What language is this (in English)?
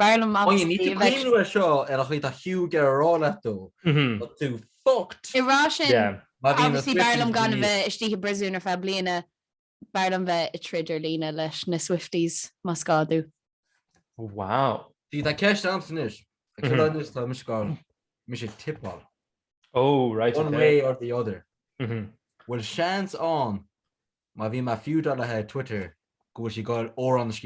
Irish